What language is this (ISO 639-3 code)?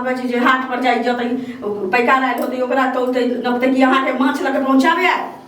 mai